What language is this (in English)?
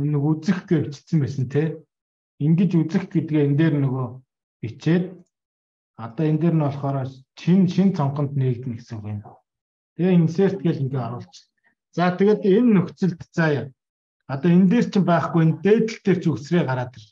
Mongolian